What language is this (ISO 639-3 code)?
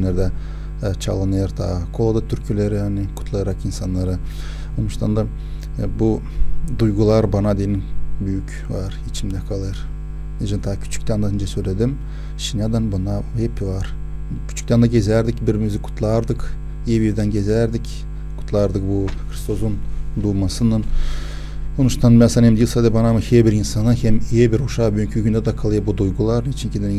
gag